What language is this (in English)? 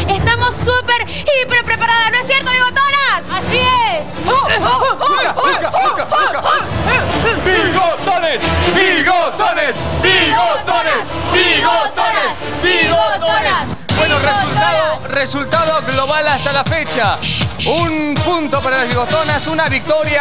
Spanish